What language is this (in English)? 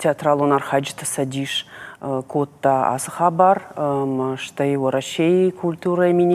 Ossetic